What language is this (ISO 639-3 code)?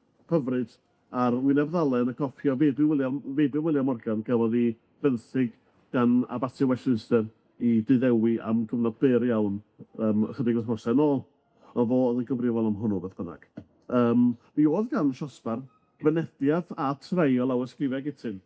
cym